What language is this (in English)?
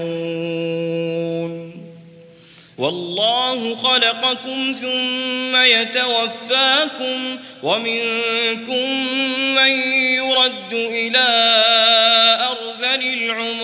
Arabic